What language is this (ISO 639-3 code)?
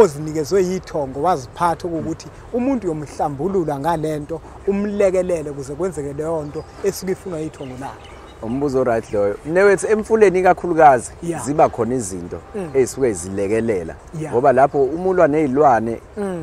zul